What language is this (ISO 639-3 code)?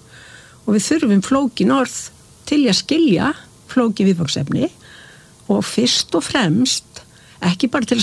isl